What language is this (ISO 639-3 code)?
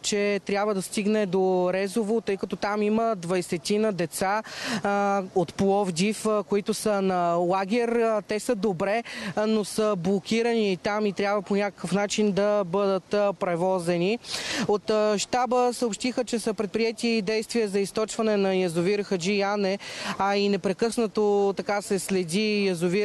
bul